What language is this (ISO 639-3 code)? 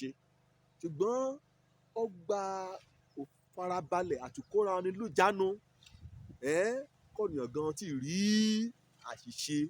yor